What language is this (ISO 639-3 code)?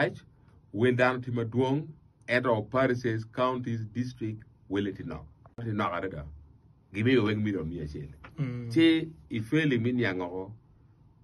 ach